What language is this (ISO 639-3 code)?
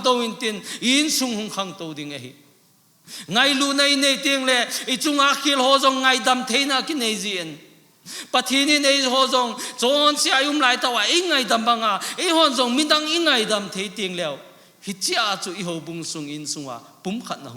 tcz